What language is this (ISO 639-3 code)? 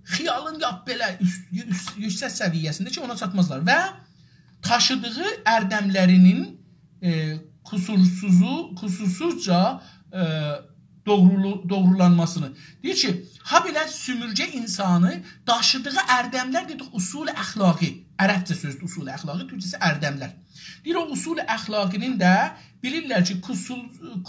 azb